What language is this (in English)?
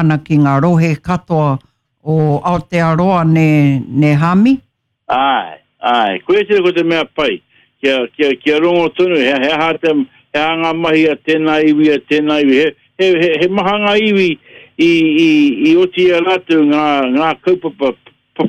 Māori